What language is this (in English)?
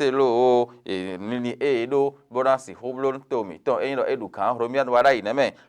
Fon